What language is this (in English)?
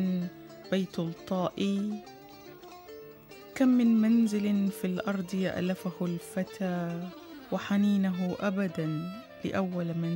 Arabic